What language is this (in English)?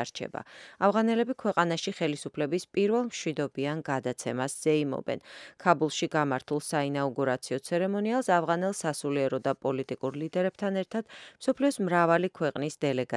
Georgian